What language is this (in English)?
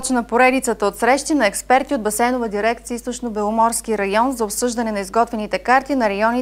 Bulgarian